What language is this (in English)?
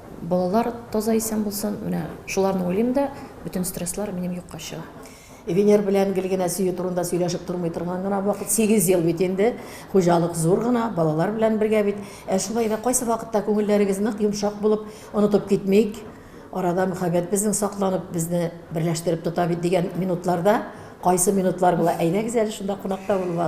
Tatar